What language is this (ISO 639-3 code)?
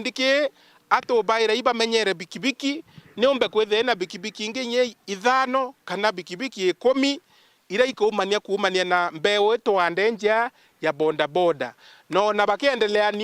mer